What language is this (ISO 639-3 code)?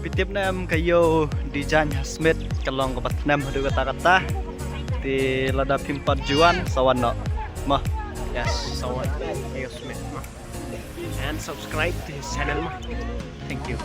kha